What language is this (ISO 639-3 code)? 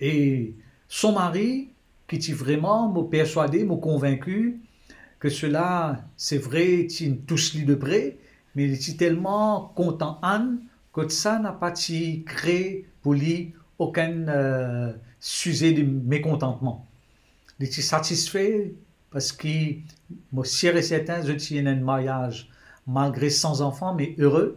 mfe